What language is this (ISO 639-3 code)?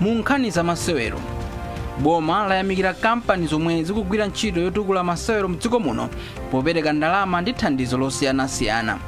nya